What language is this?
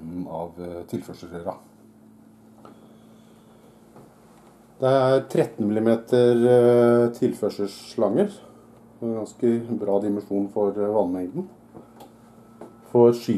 Norwegian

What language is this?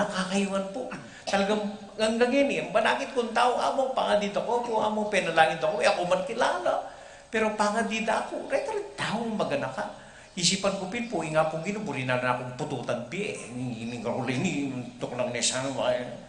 Pampanga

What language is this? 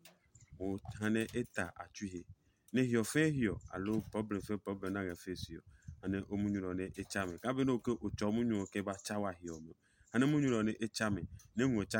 Adangme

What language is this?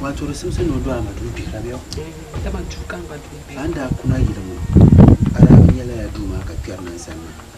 Dagbani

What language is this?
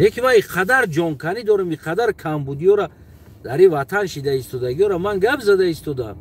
Tajik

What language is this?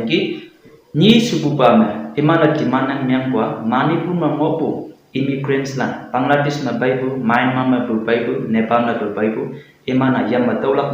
Konyak Naga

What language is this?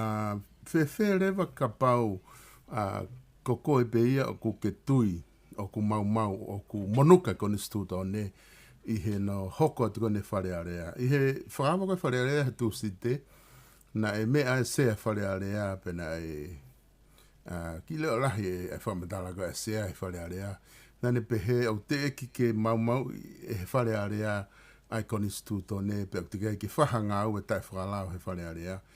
Tongan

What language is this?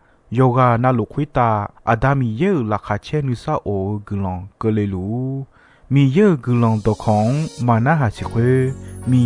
Akha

